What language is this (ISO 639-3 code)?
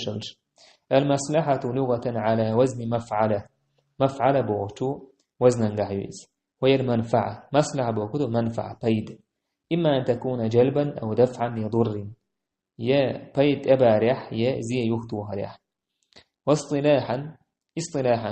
che